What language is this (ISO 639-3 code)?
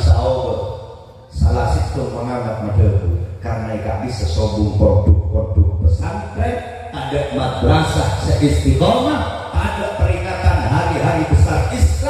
mad